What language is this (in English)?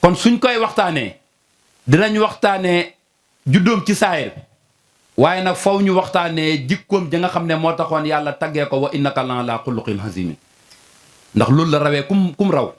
Wolof